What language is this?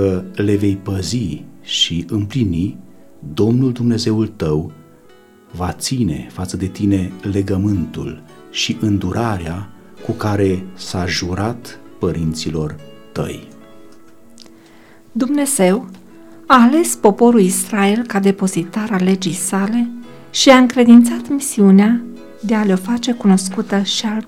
Romanian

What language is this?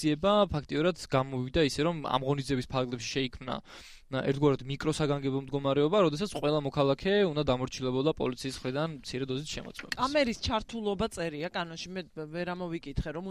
Georgian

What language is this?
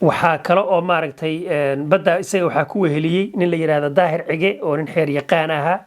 Somali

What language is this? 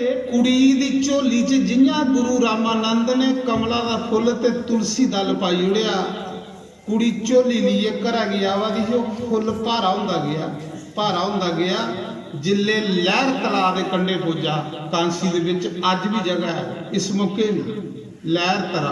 Dogri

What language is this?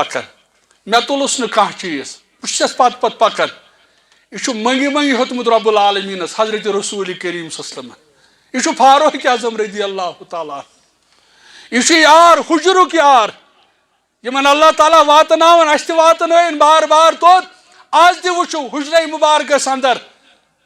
Kashmiri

